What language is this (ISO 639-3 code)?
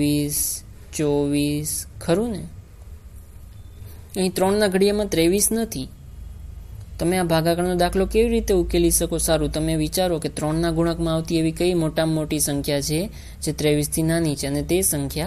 guj